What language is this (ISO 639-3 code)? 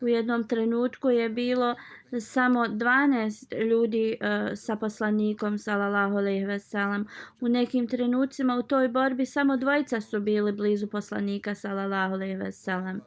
bos